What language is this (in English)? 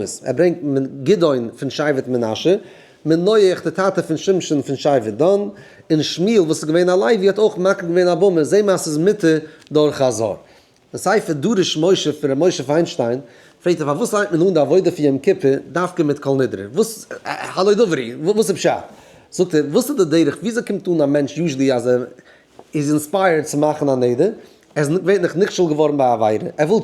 Yiddish